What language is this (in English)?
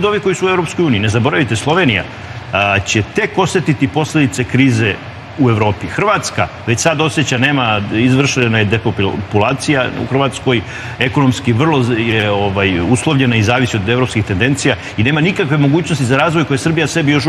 Serbian